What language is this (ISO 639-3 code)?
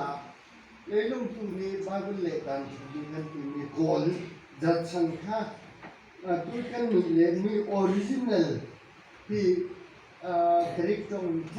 cfm